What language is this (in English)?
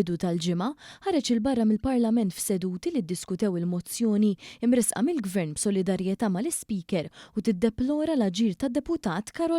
Maltese